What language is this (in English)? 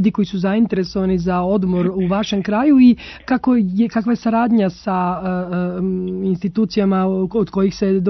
Serbian